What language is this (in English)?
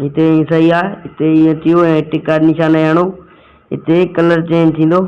Sindhi